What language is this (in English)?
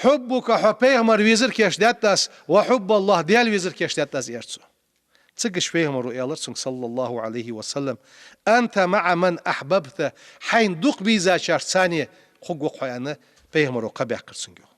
Ingush